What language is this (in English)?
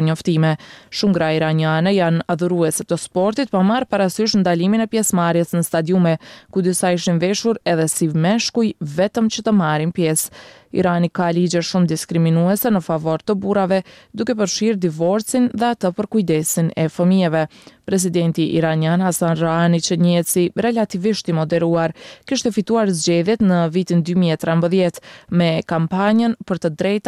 Albanian